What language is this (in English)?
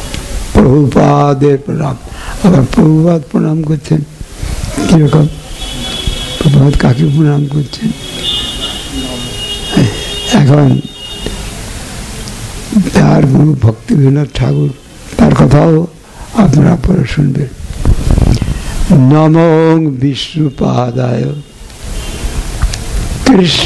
Bangla